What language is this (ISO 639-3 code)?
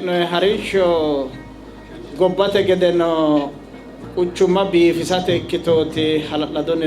sid